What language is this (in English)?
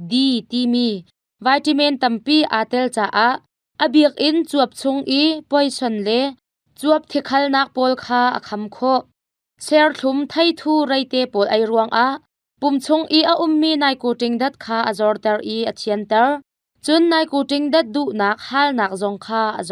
Hakha Chin